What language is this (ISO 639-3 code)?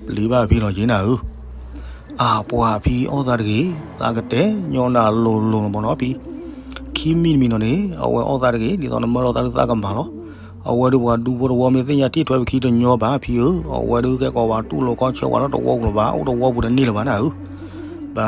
ksw